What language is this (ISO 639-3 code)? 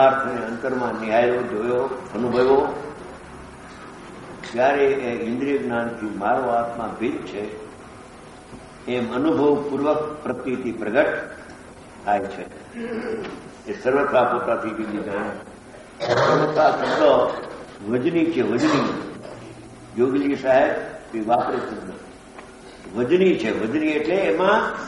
guj